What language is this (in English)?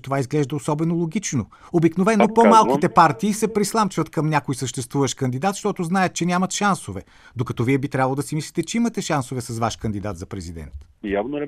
Bulgarian